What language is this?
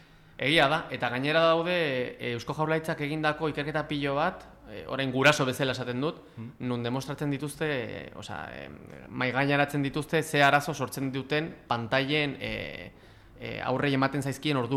Basque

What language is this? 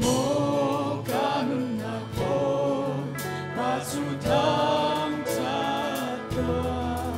Hakha Chin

